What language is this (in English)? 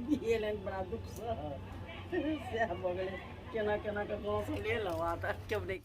Maithili